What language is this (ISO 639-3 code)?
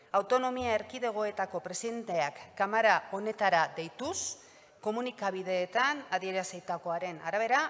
eus